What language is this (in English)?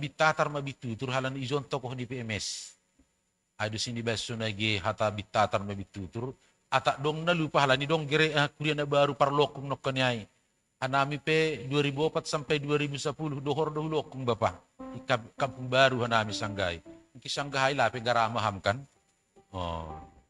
Batak Simalungun